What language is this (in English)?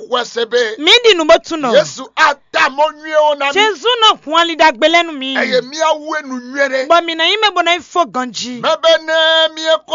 Fon